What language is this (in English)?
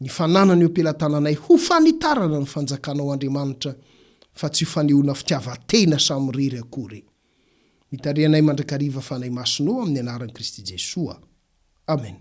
Malagasy